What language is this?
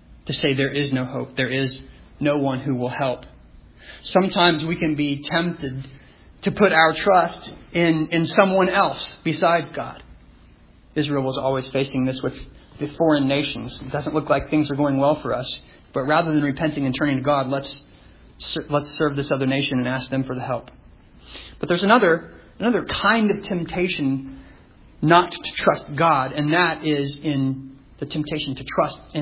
English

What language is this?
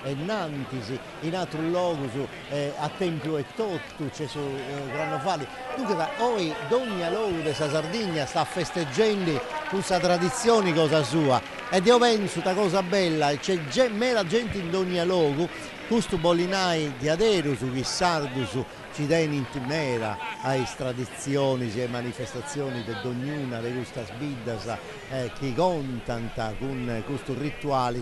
Sardinian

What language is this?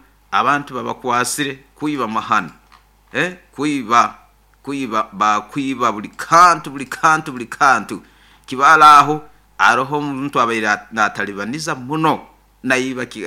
Nyoro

